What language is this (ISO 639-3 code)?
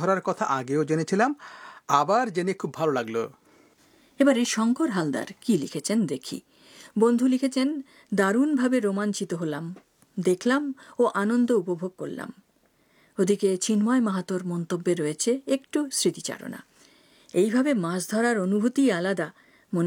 ben